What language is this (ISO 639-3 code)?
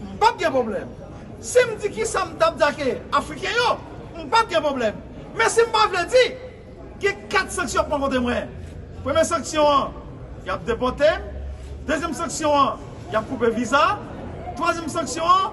hat